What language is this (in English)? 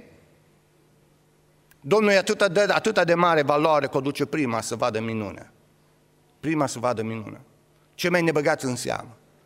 Romanian